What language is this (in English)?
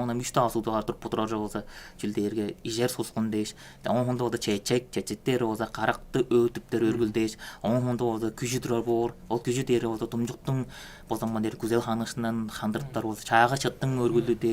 Tuvinian